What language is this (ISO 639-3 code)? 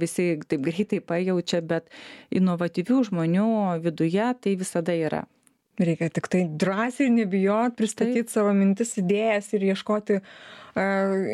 lit